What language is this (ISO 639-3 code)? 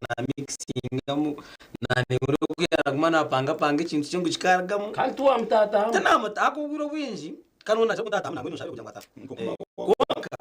nyn